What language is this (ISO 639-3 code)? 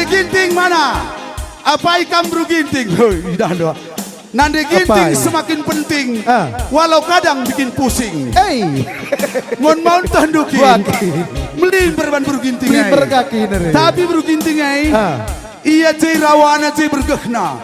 btx